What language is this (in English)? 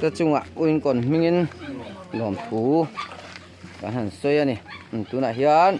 Mizo